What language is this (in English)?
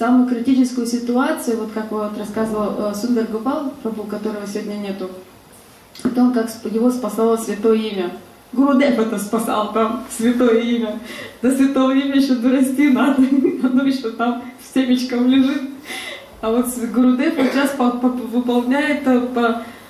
Russian